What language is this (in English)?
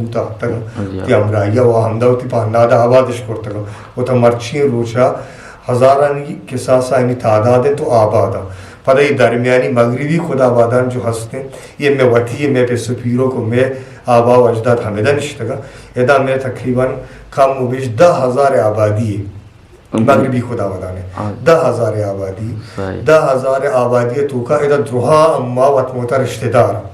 Eastern Balochi